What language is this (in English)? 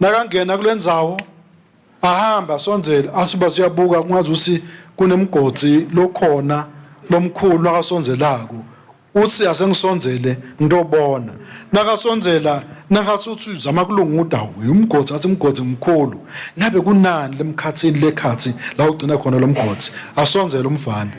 Swati